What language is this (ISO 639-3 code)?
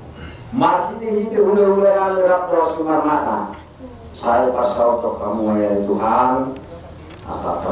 bbc